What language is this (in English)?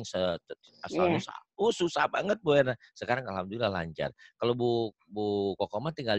Indonesian